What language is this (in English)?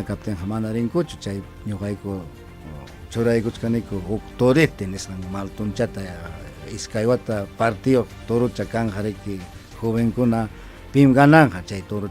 Ayacucho Quechua